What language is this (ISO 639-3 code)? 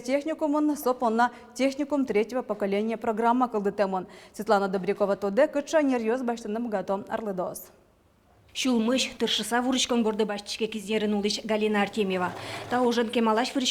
udm